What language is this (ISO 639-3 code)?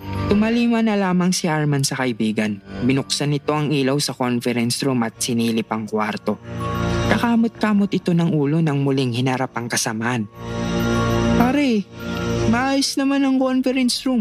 fil